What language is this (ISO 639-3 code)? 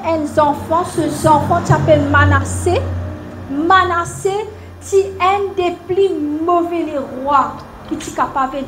mfe